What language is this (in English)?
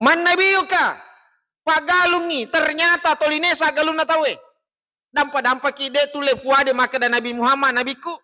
Buginese